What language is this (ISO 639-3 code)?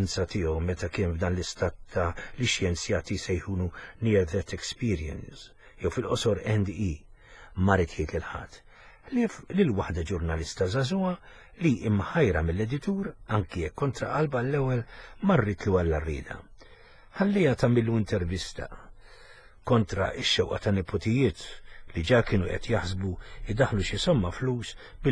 mlt